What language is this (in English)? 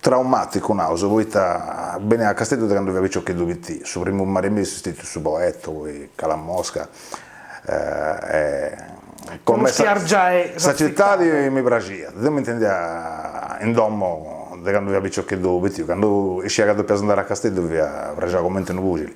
Sardinian